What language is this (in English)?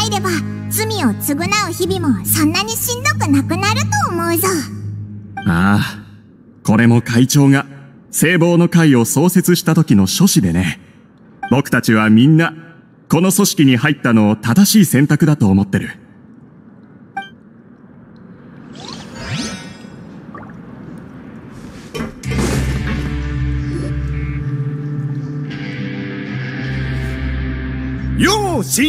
Japanese